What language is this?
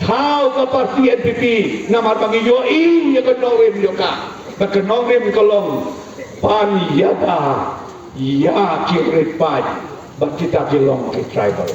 Khasi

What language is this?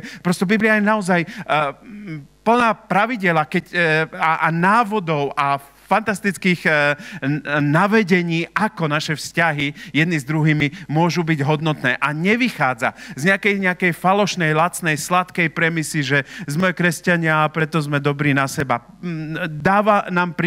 Slovak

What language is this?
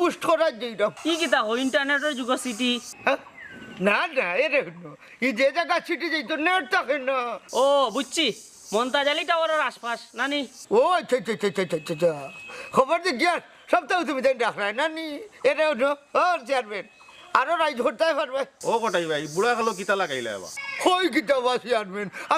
Sylheti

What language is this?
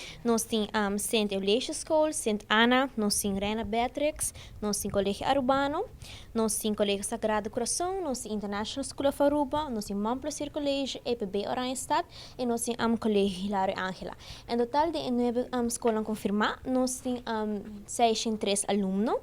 Papiamento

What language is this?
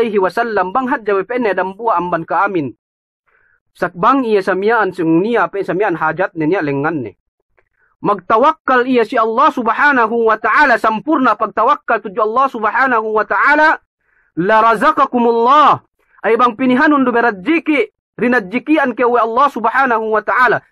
Yakan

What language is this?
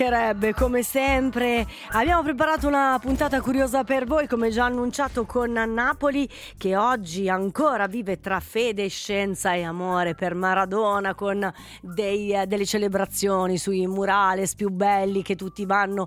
Italian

